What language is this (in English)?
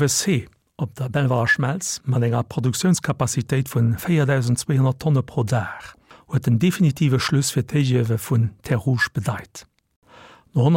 Luxembourgish